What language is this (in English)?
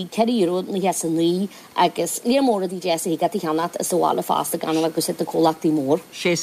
Irish